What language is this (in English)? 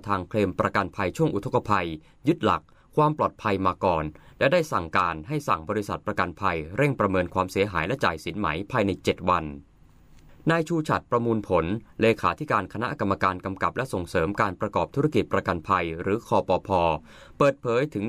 Thai